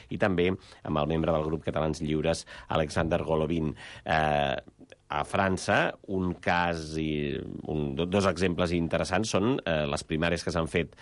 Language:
Catalan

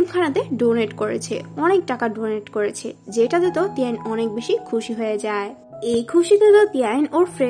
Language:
Bangla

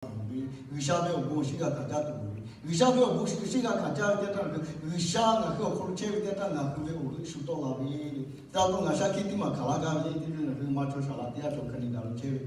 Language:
Lahu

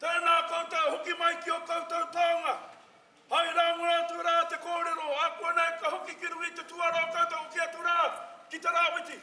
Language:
Māori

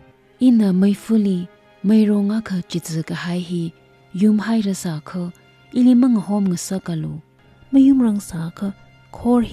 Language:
Tangkhul Naga (India)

